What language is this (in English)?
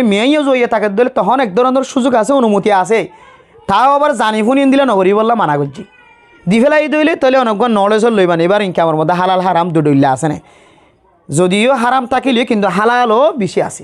Rohingya